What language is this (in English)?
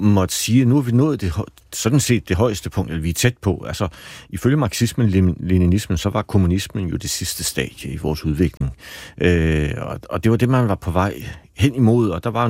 Danish